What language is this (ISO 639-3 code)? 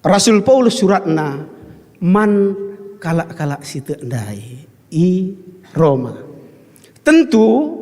btx